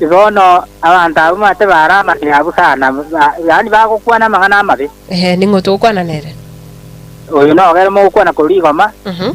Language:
Gusii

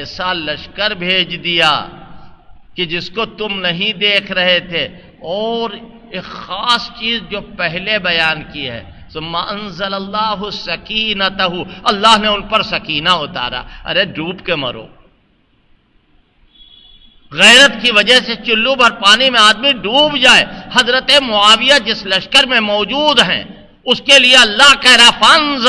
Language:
Urdu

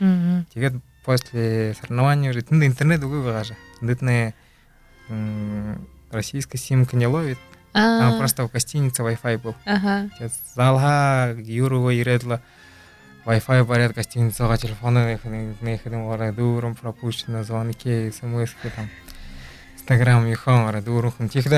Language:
Buriat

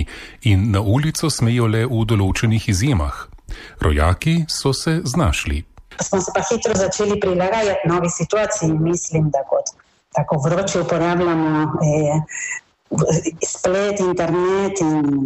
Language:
Slovenian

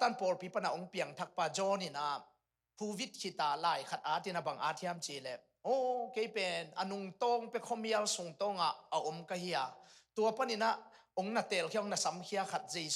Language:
Tedim Chin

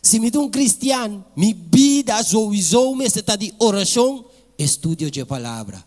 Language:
Papiamento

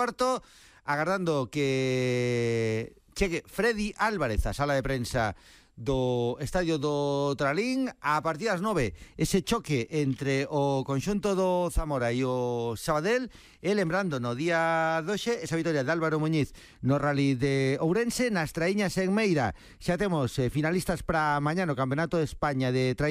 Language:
Galician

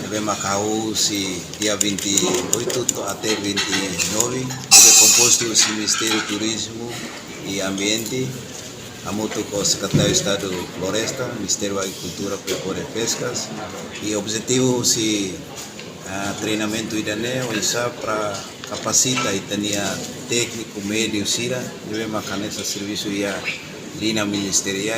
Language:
Tetum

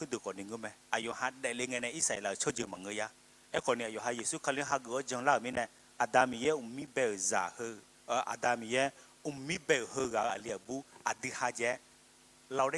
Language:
Akha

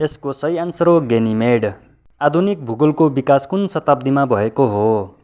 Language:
Nepali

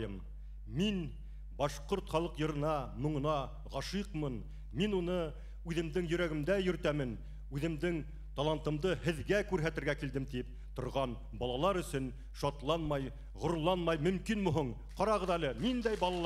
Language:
Bashkir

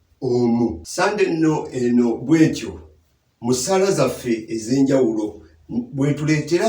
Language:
Ganda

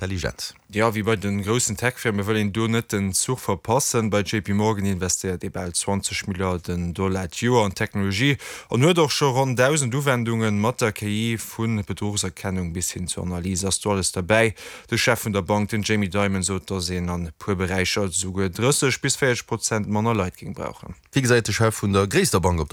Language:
Luxembourgish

